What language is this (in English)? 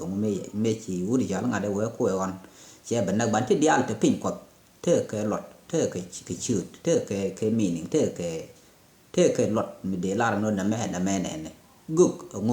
Nuer